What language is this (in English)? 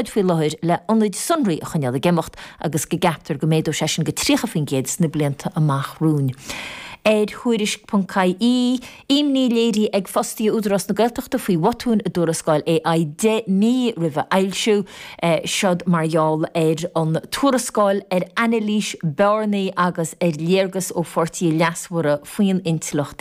Irish